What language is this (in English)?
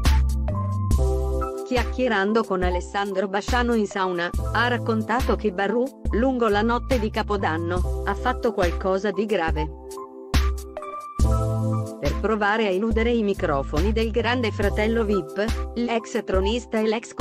Italian